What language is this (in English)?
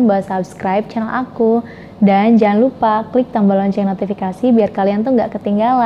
Indonesian